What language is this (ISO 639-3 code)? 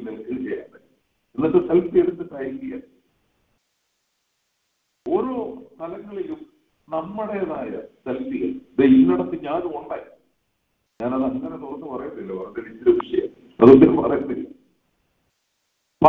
mal